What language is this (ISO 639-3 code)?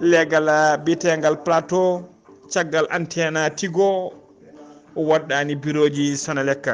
ful